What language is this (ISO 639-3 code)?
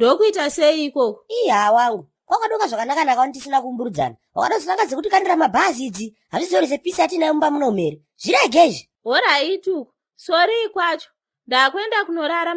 sna